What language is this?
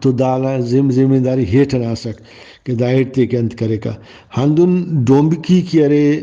Brahui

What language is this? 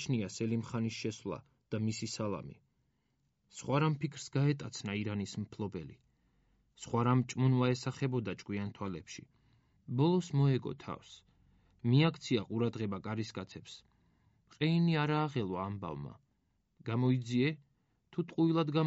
Georgian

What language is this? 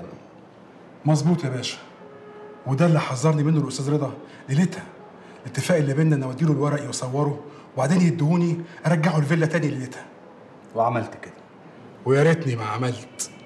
Egyptian Arabic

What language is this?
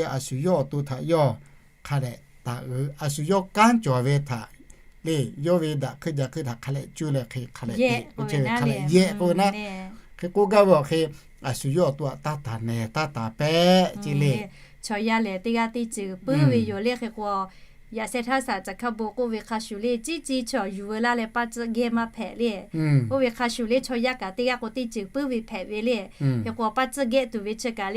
Lahu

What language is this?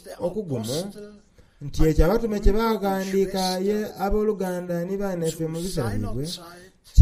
Soga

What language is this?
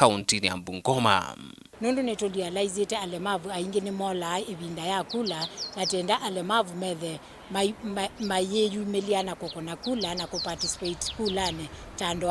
Kamba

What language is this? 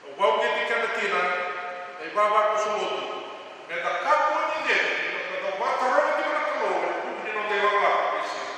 Fijian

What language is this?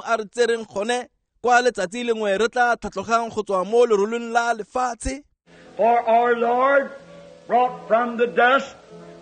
Tswana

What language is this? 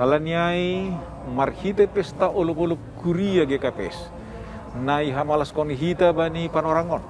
Batak Simalungun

